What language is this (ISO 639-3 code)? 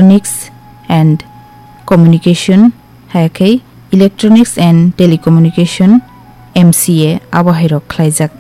trp